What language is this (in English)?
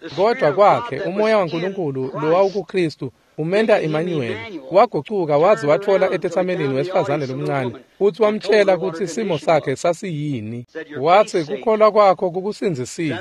Swati